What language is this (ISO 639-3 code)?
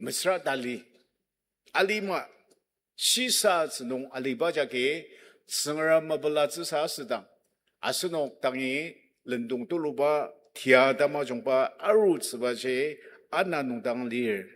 njo